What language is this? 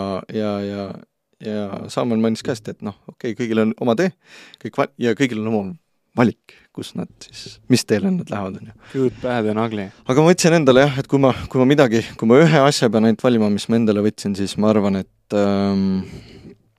Estonian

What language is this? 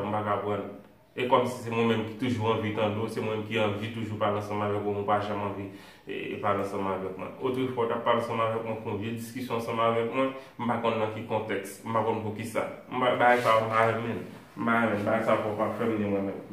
Haitian Creole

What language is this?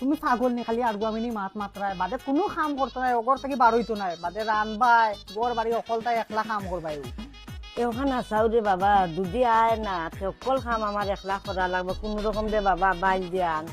Sylheti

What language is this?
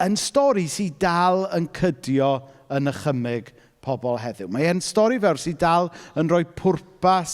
Welsh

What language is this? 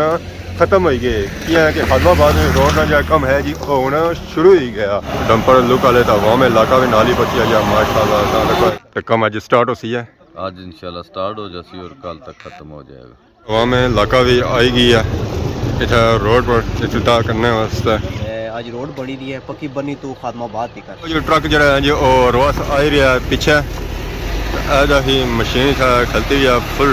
Pahari-Potwari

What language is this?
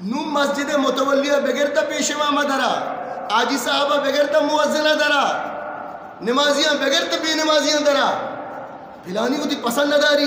Eastern Balochi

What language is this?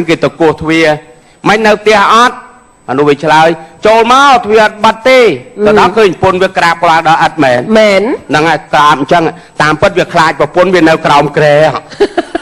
Khmer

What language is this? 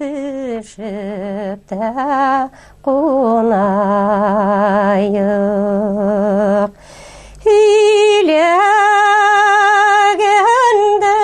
Bashkir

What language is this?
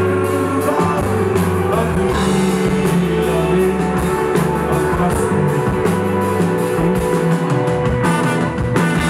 Icelandic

